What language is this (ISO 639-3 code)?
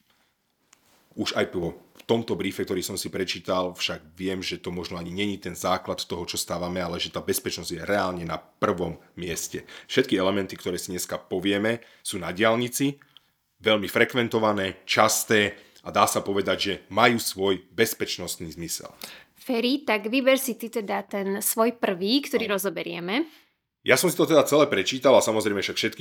slk